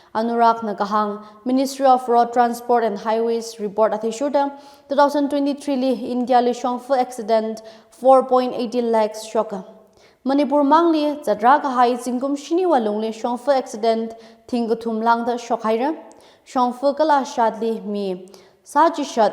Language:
Tangkhul Naga (India)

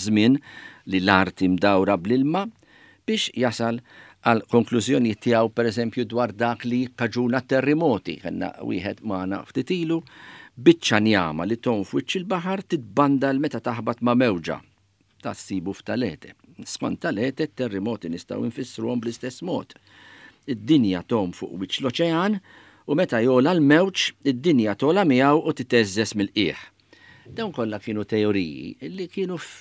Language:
Maltese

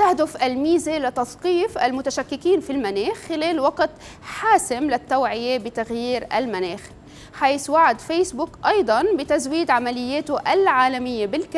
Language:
Arabic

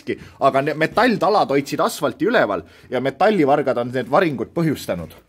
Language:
Estonian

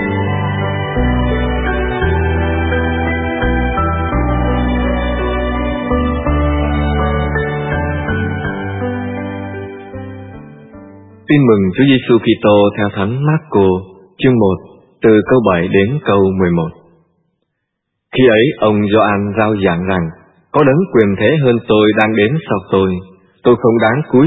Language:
Vietnamese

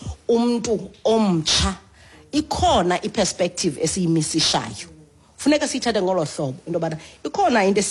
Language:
Xhosa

